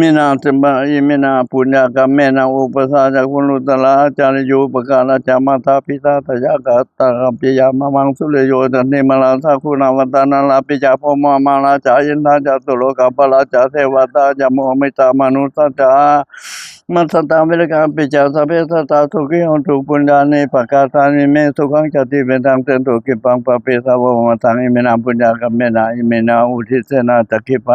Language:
Pali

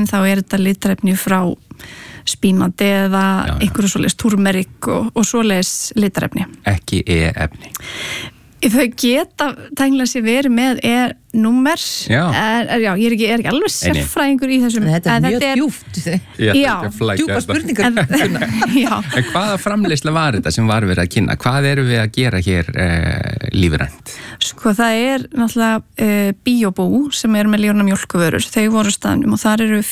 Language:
Icelandic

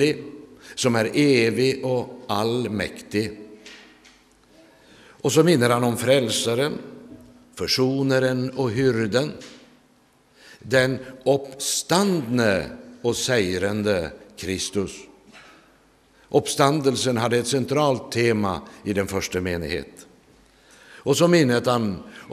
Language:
Norwegian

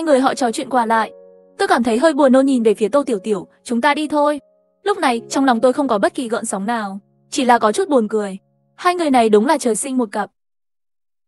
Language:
Vietnamese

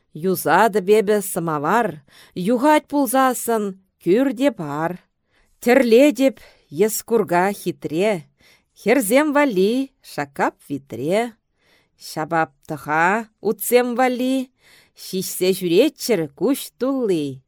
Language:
Chuvash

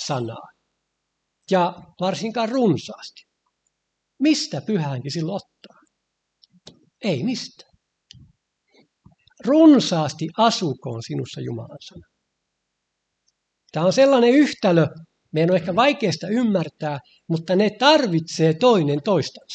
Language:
Finnish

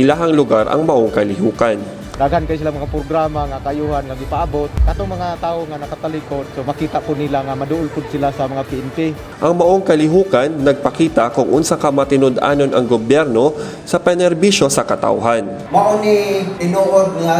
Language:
Cebuano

